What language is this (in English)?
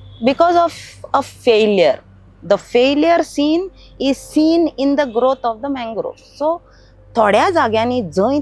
Konkani